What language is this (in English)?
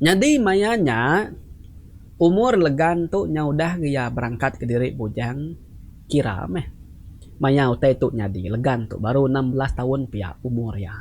Iban